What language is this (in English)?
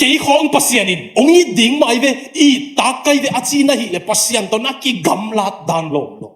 Tedim Chin